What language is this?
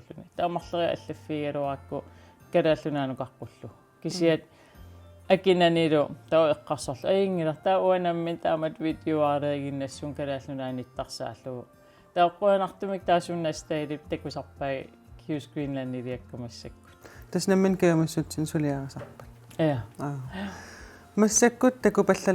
Kalaallisut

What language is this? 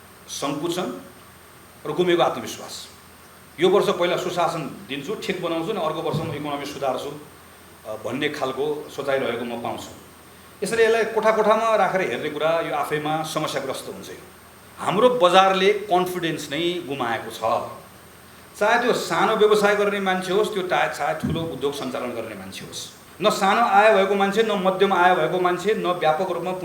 Nepali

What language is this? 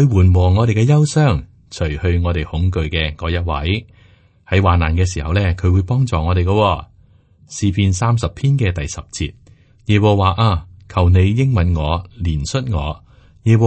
Cantonese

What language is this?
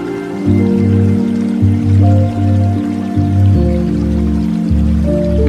Odia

